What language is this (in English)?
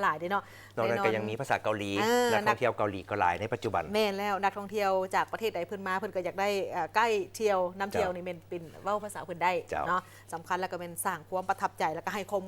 Lao